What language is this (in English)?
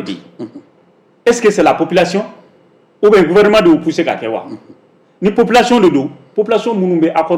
Bambara